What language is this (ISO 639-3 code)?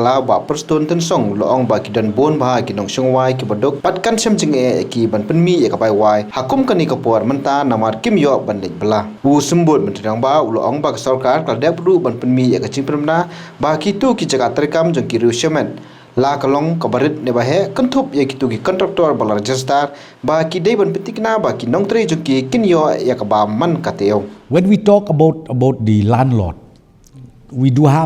kha